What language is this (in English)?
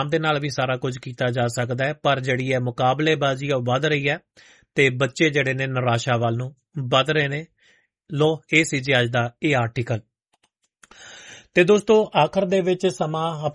Punjabi